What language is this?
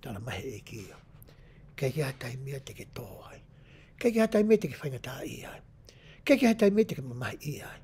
Tongan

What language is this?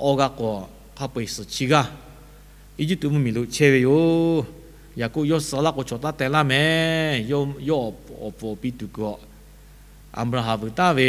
Lahu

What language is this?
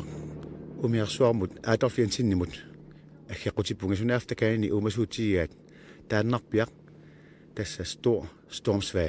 Kalaallisut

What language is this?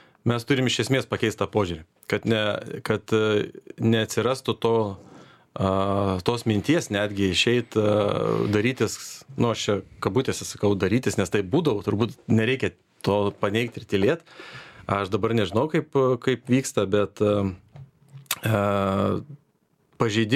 Lithuanian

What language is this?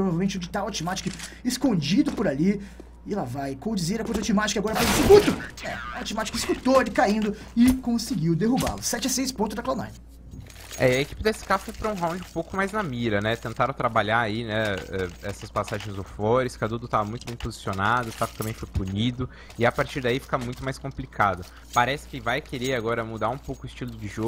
Portuguese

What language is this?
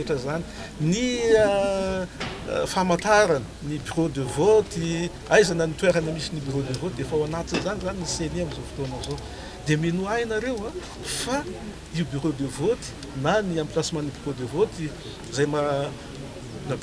Malagasy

